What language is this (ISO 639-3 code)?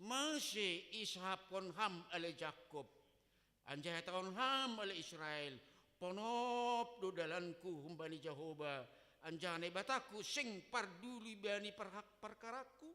bts